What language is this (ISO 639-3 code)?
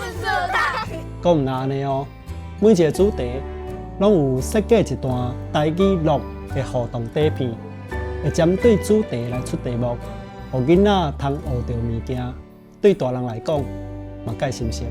nan